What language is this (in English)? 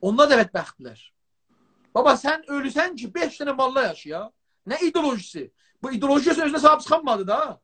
South Azerbaijani